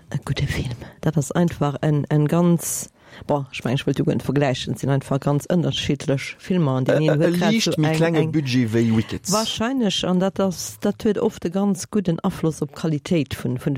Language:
Luxembourgish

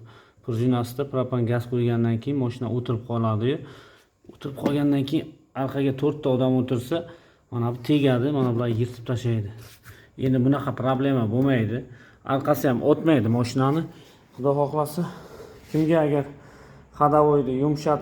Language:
Uzbek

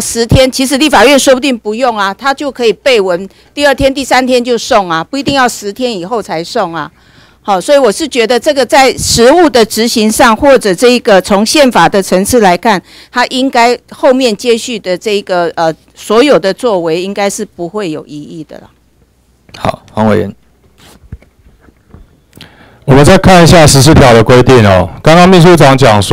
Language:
Chinese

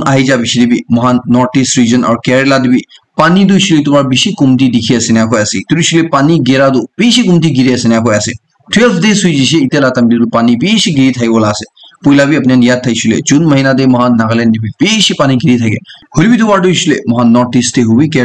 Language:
Naga Pidgin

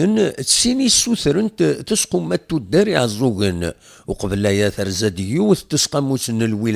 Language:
Kabyle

